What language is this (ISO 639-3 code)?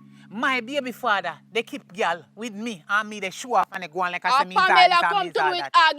jam